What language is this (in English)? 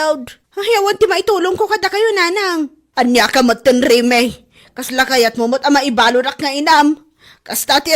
Iloko